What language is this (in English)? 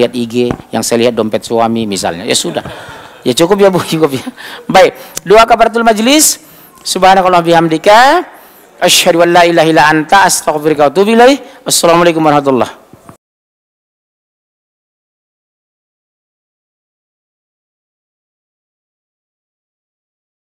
Indonesian